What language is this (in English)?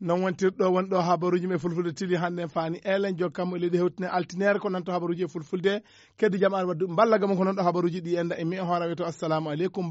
Nigerian Fulfulde